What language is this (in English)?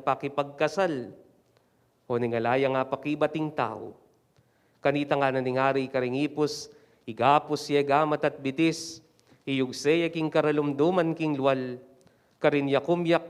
Pampanga